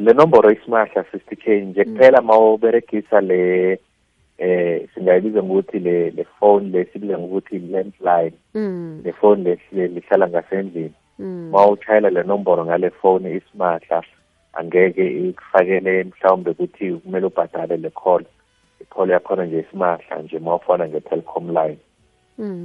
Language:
South Ndebele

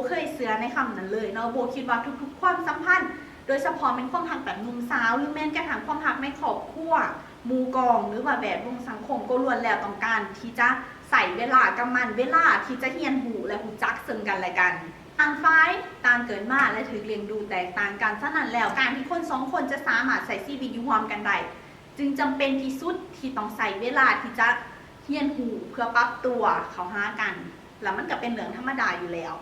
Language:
Lao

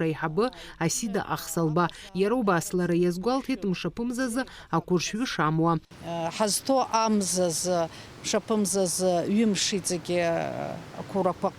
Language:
Abkhazian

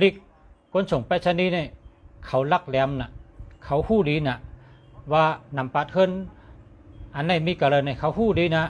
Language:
Shan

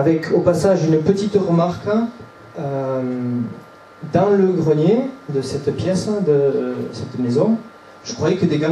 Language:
French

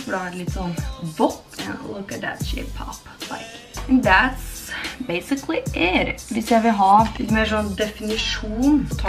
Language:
Norwegian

